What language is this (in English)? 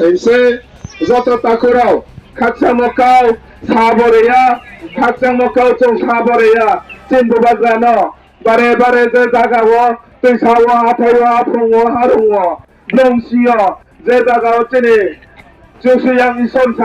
Riang (India)